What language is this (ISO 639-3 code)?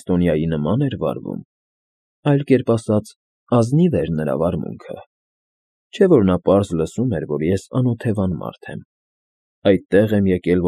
hye